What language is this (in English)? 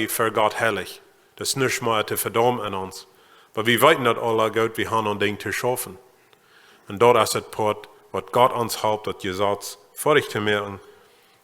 Plautdietsch